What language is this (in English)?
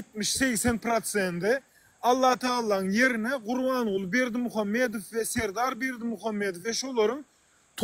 Turkmen